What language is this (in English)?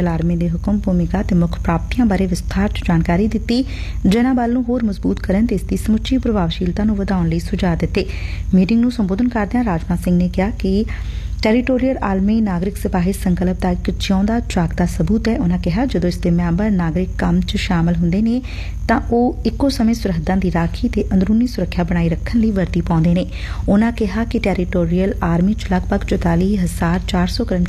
Punjabi